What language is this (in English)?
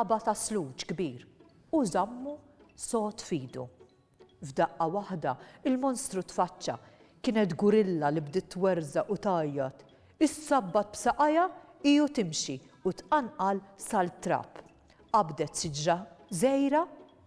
Maltese